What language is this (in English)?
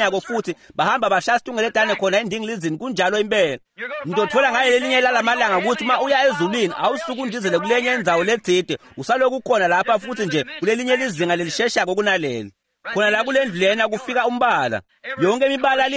Swati